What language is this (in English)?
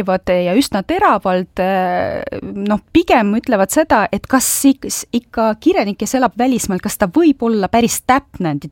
Estonian